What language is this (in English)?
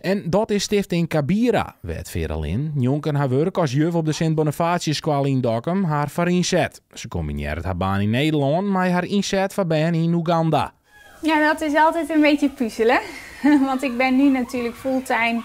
Western Frisian